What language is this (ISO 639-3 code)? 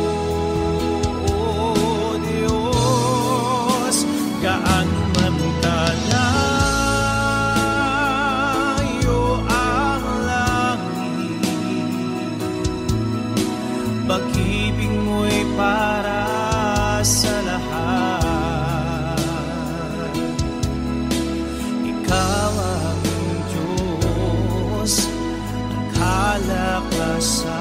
fil